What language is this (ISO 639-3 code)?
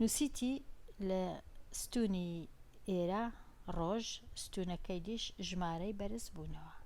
ckb